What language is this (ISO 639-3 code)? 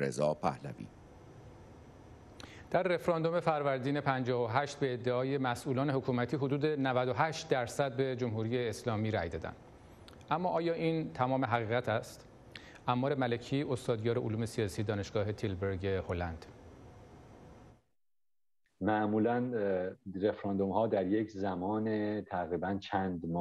fas